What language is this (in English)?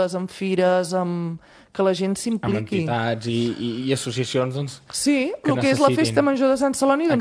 Catalan